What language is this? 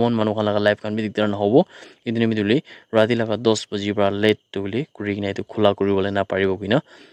Naga Pidgin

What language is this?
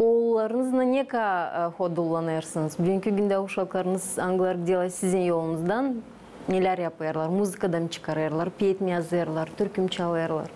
Gagauz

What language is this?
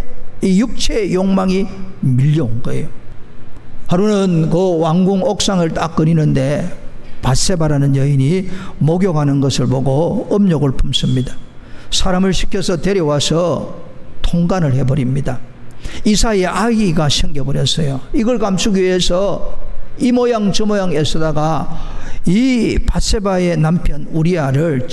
Korean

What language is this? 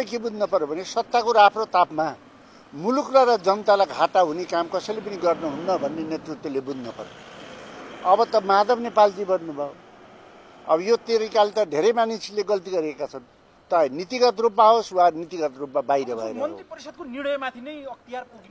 Nepali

